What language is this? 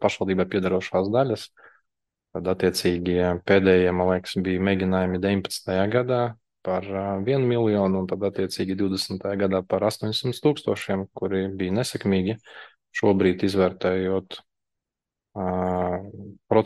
Latvian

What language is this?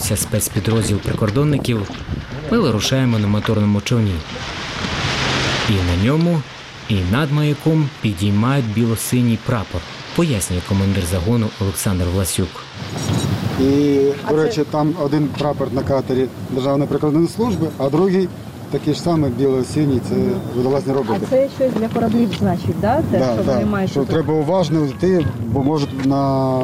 Ukrainian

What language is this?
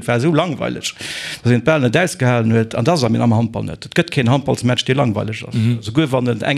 Luxembourgish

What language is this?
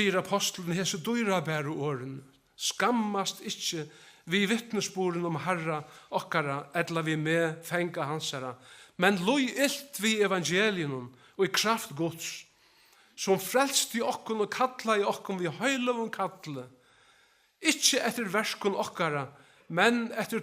Faroese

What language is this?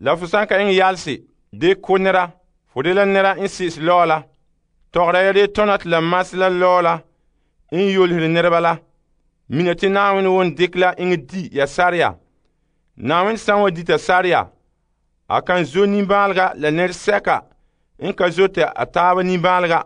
Frafra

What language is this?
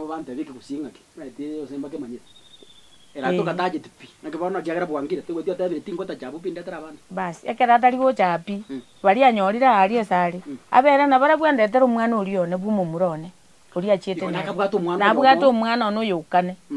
Gusii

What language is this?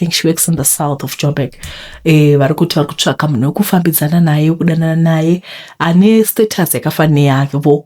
Shona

